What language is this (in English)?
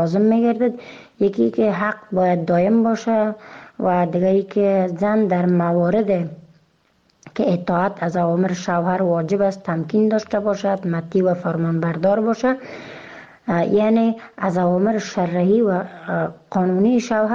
Persian